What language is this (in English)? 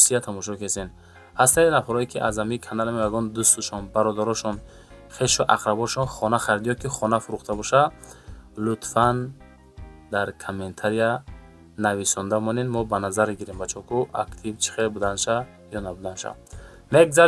Tajik